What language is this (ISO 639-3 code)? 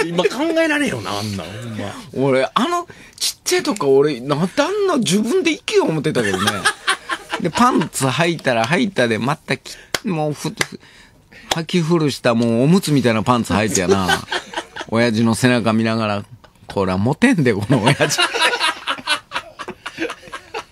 jpn